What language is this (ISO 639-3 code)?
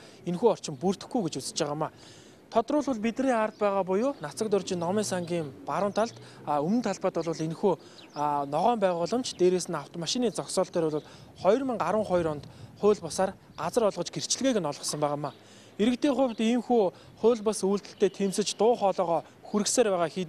mon